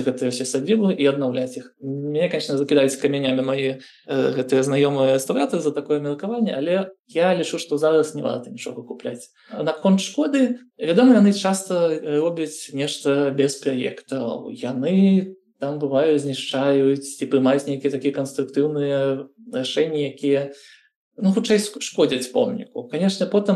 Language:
Belarusian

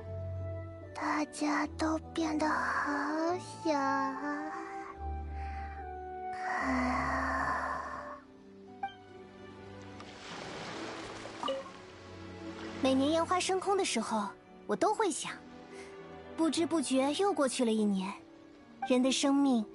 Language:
Chinese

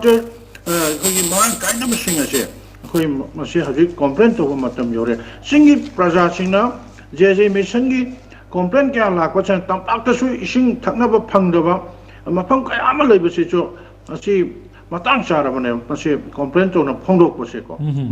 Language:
Manipuri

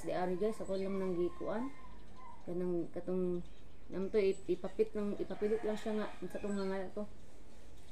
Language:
Cebuano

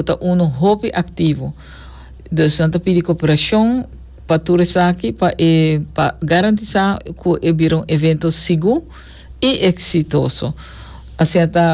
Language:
Papiamento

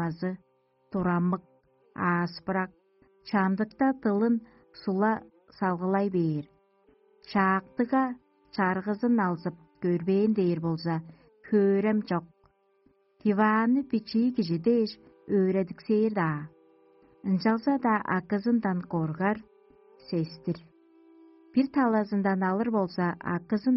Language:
Tuvinian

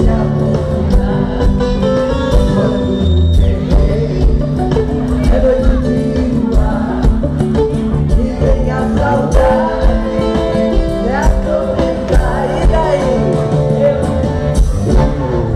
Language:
Portuguese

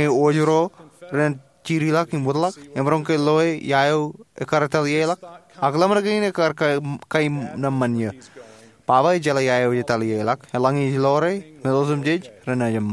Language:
Marshallese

